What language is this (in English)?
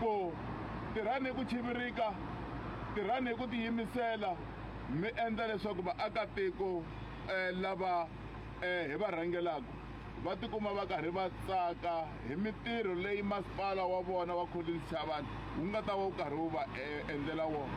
Tsonga